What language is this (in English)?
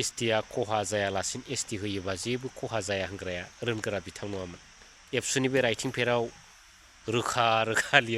Bodo